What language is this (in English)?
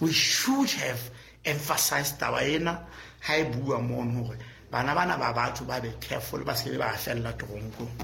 Southern Sotho